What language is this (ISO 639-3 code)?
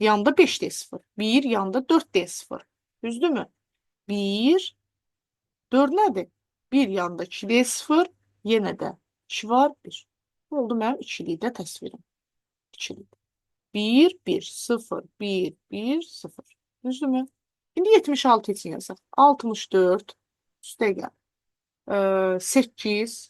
aze